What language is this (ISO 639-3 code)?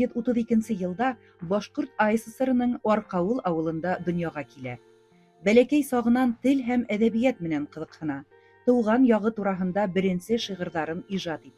bak